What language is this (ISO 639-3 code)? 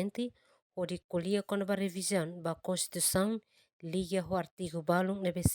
tet